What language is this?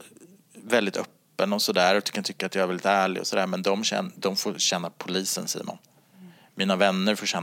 Swedish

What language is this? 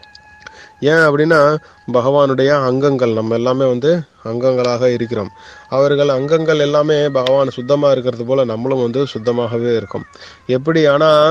Tamil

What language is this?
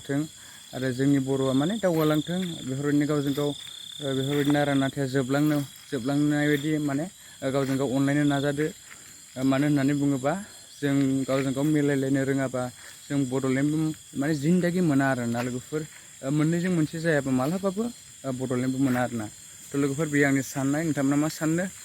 Bodo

